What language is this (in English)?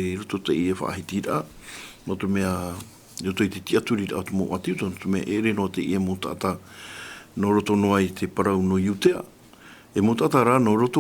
Tahitian